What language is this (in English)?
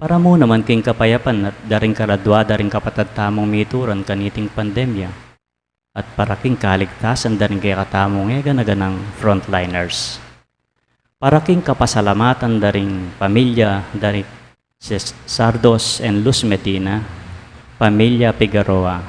Pampanga